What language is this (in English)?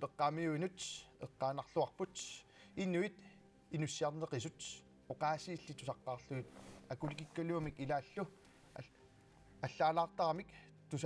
Kalaallisut